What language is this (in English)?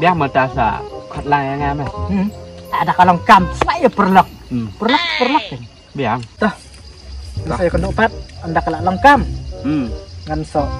Khasi